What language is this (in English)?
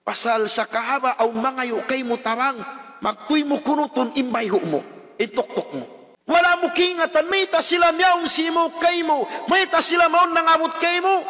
Tausug